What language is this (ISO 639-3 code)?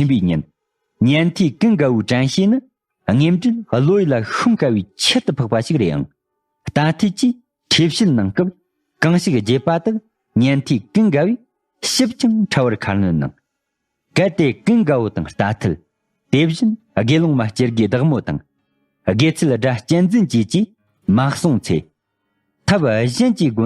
bod